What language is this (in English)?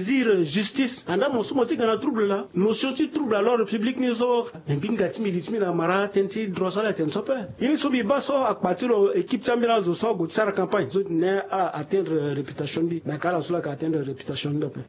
Sango